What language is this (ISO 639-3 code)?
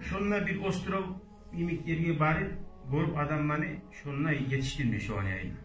kum